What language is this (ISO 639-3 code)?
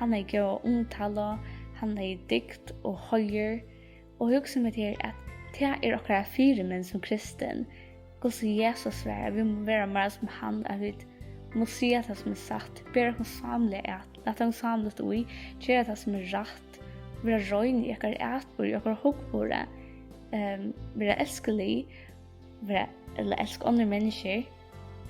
fao